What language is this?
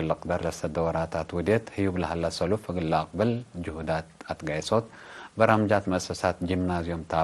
Tigre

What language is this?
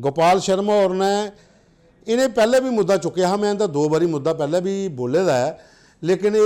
Dogri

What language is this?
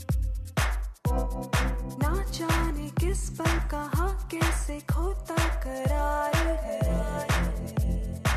Hindi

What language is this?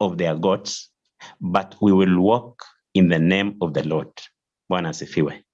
Kalenjin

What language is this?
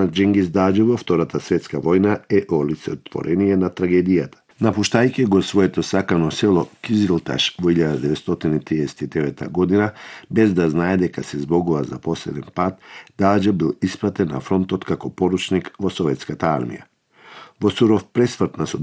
Macedonian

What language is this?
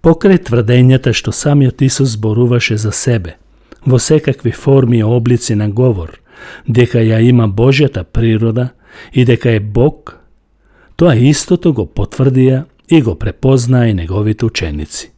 Macedonian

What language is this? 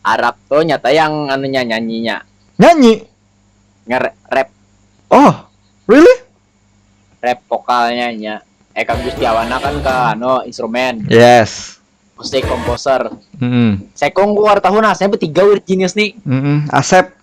Banjar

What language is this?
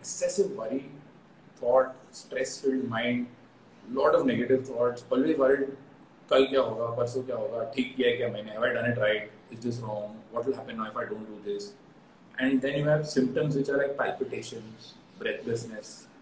English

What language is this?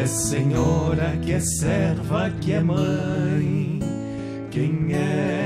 Portuguese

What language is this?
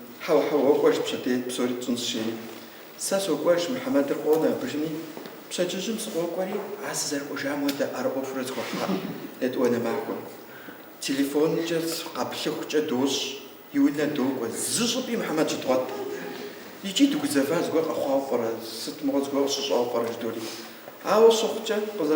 Kabardian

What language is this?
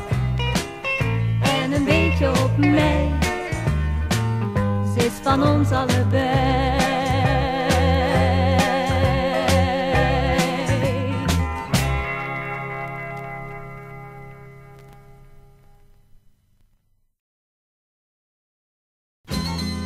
Dutch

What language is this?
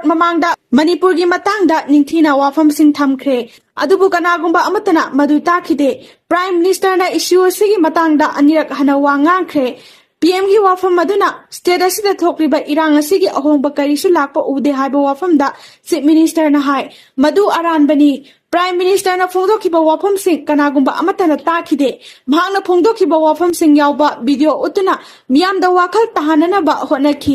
Manipuri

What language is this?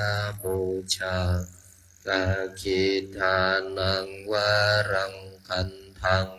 Pali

